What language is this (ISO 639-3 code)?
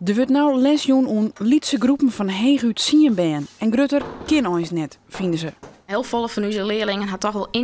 fry